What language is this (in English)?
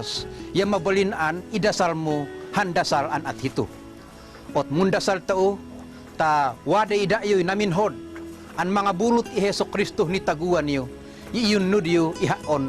Tuwali Ifugao